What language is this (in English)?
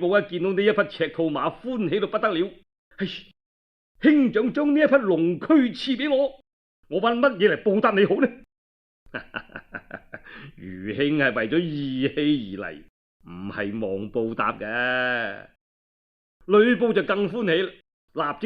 Cantonese